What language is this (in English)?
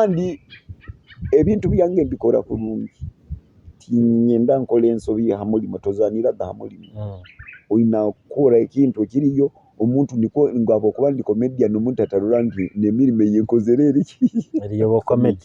Nyoro